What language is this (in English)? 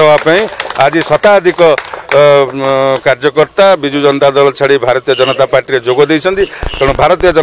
Odia